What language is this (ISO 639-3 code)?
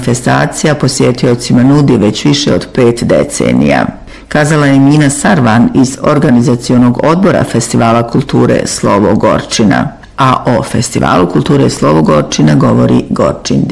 bos